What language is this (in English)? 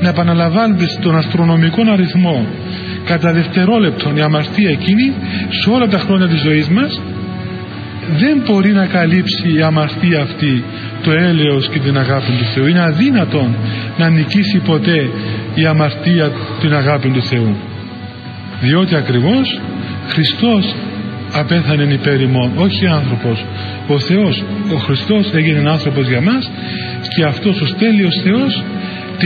Greek